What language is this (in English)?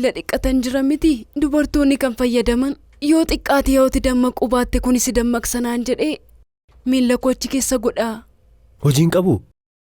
Oromo